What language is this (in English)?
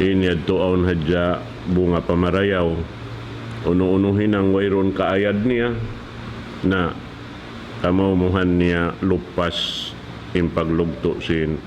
Tausug